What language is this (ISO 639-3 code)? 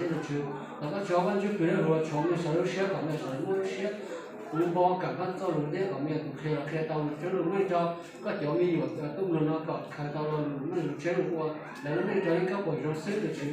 hmn